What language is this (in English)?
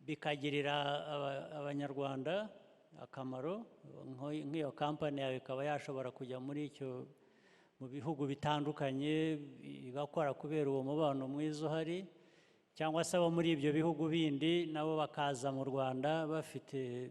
Kinyarwanda